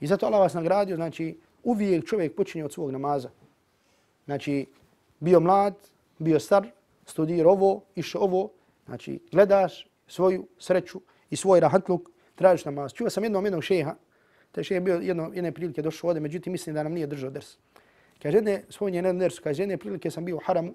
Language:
Bosnian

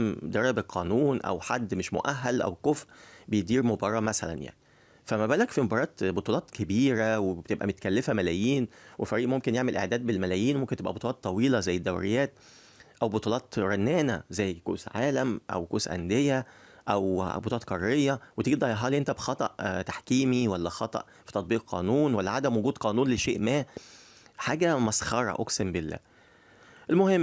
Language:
Egyptian Arabic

